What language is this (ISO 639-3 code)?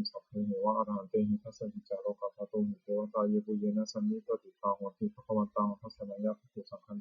pli